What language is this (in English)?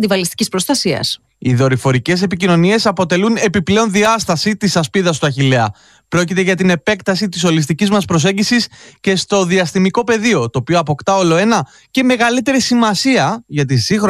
Greek